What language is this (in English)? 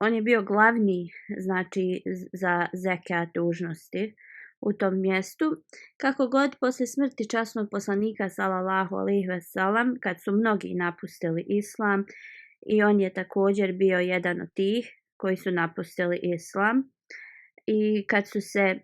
Bosnian